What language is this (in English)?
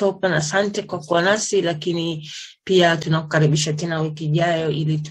Swahili